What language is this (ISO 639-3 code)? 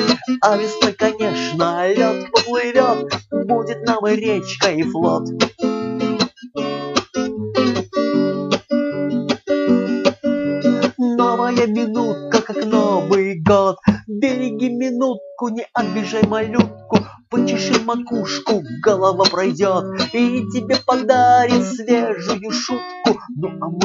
rus